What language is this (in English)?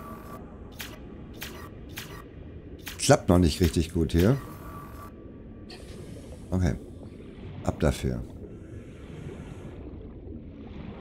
German